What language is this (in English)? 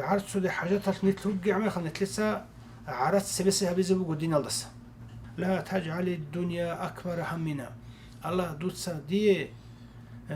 Avaric